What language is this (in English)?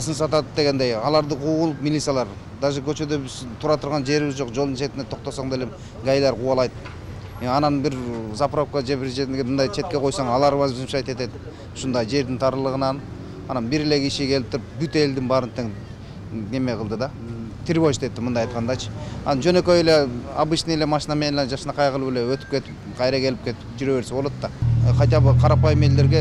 Kyrgyz